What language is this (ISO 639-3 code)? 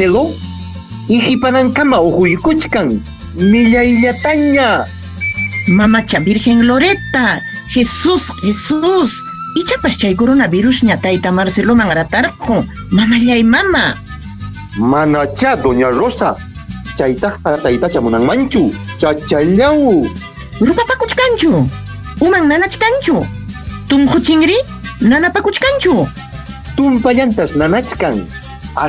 quy